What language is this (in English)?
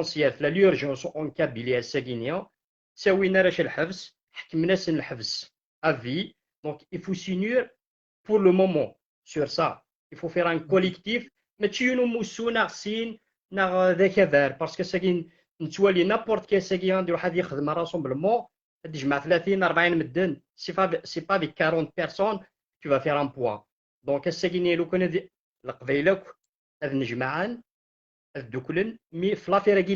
Kabyle